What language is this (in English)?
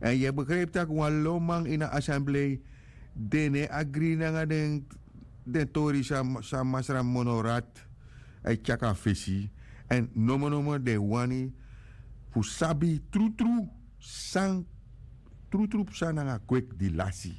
Sranan Tongo